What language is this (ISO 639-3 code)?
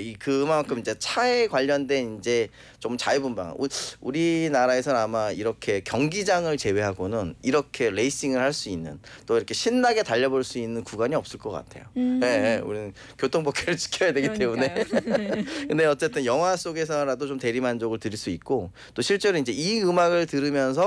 kor